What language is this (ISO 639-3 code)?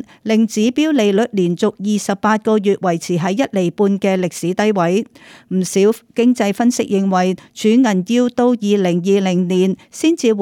yue